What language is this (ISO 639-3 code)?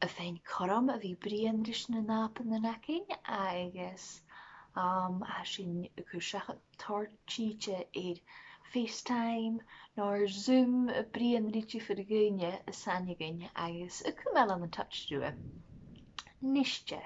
gla